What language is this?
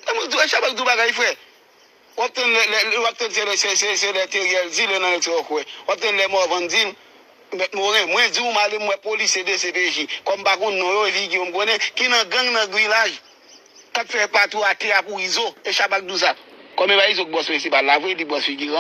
Haitian Creole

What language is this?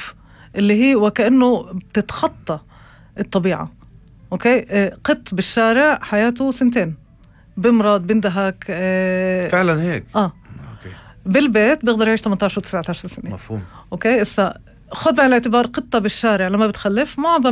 North Levantine Arabic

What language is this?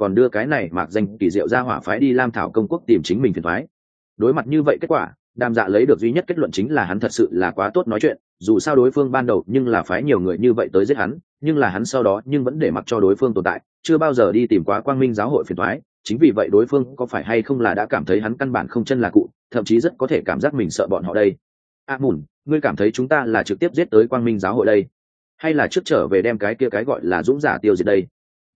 Vietnamese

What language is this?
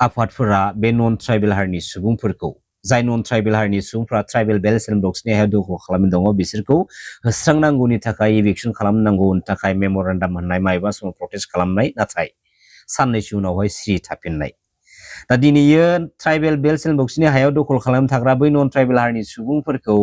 Bodo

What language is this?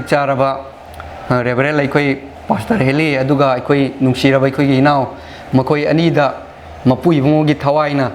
Manipuri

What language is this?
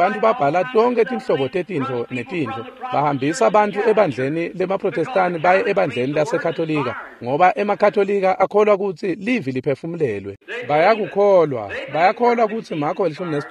Swati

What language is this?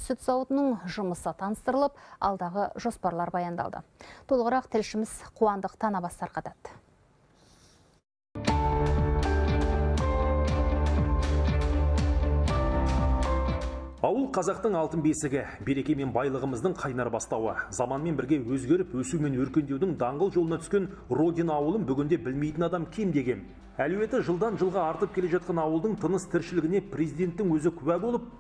Kazakh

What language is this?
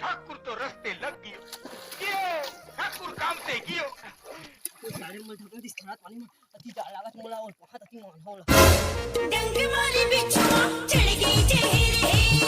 Chhattisgarhi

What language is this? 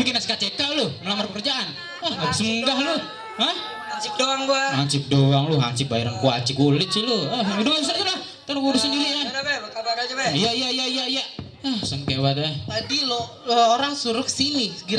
Betawi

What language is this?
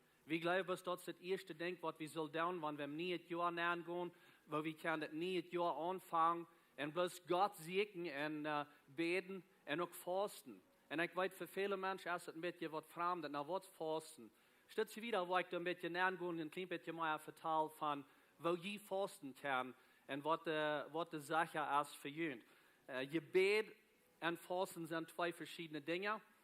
Plautdietsch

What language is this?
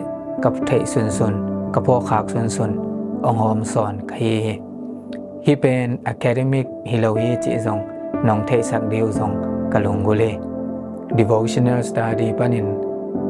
Tedim Chin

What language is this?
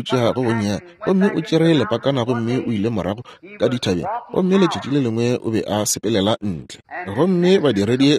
Northern Sotho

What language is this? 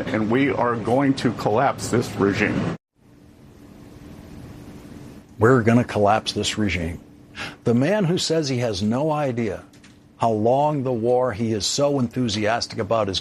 English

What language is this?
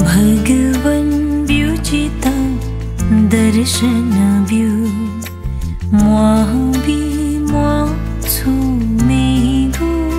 Newari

